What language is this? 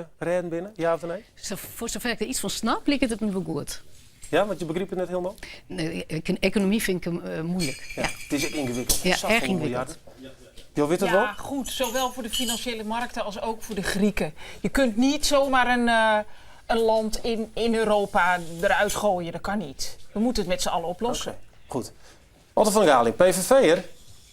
Western Frisian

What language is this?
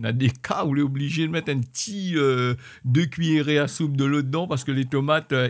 Réunion Creole French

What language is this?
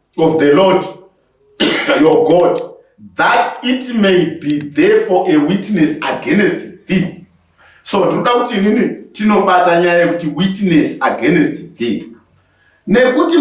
Shona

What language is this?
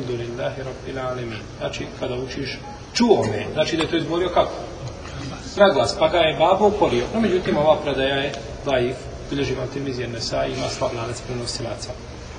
Bosnian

